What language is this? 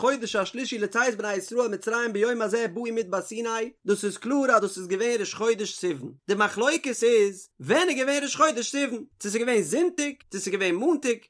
Yiddish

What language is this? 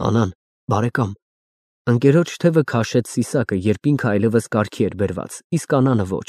Armenian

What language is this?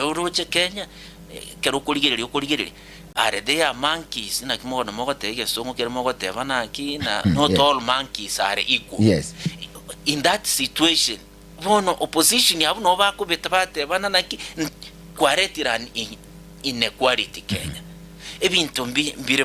Gusii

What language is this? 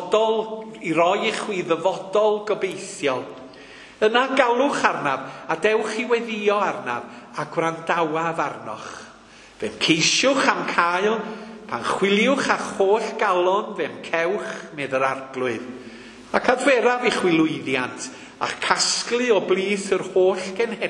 Welsh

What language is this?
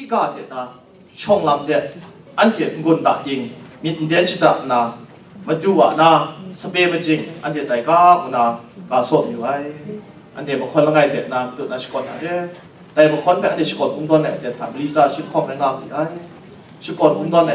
Kachin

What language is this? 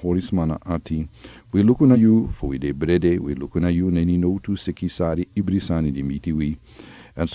Sranan Tongo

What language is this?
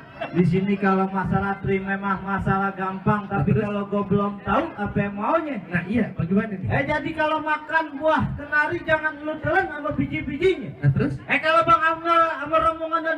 Betawi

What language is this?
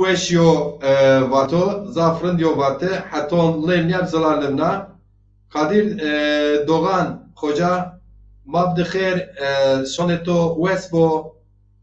Zaza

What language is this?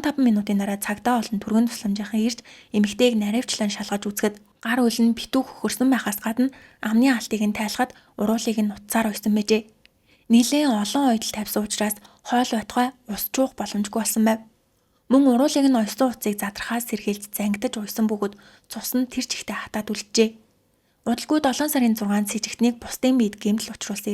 Mongolian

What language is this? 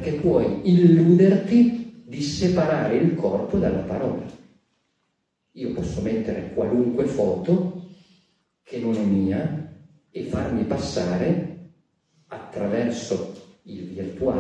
Italian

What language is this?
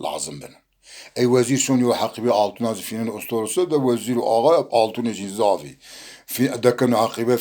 Zaza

